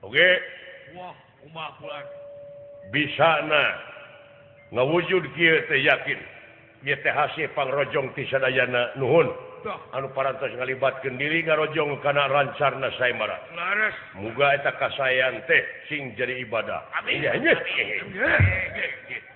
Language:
Sundanese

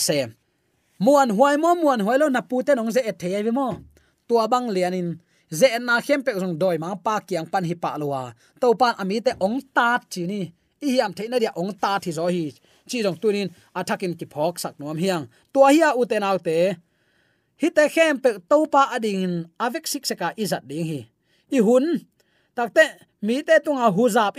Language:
Tedim Chin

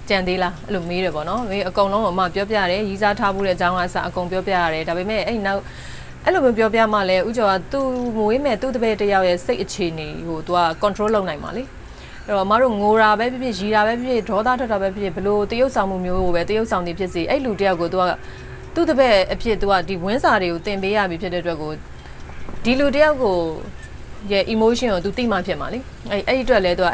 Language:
Burmese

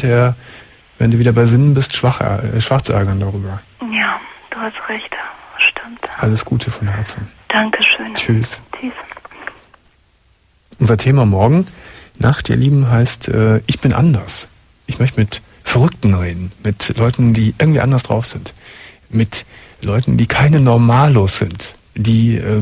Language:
German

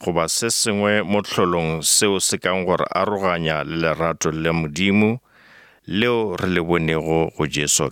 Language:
Northern Sotho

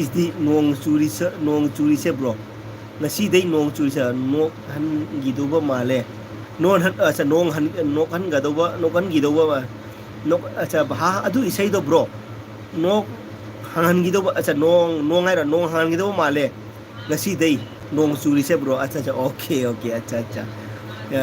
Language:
Manipuri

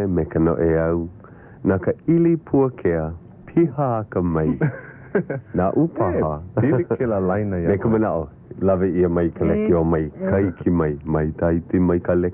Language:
Hawaiian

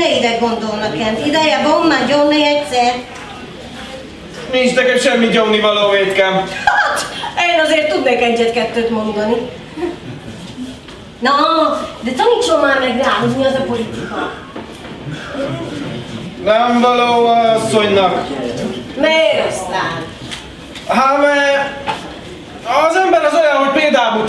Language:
Hungarian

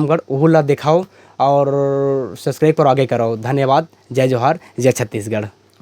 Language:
Chhattisgarhi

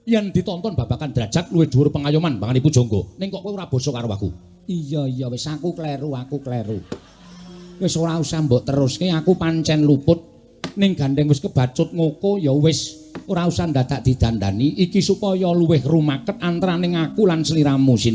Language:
Javanese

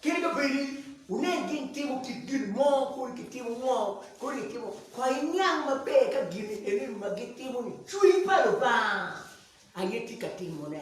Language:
Acoli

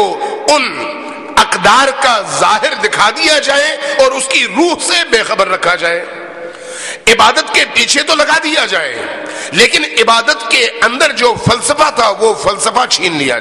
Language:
Urdu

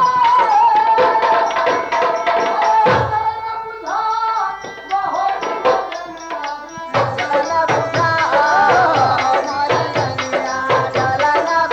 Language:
Bhojpuri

